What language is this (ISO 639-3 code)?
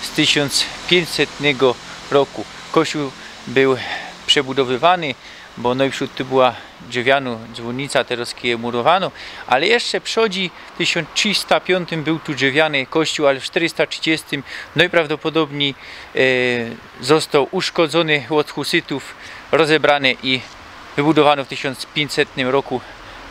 szl